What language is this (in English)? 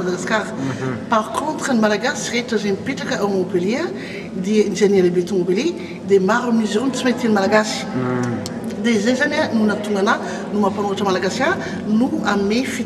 Malagasy